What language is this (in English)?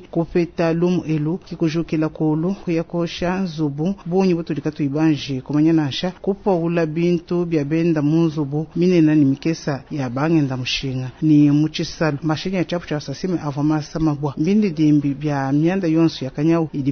Luba-Lulua